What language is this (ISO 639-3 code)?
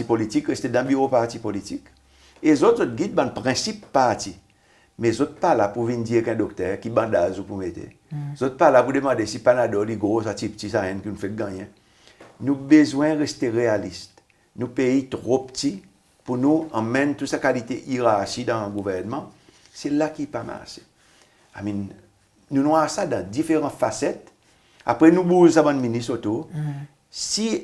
crs